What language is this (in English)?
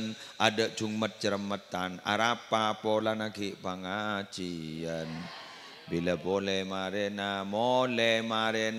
Madurese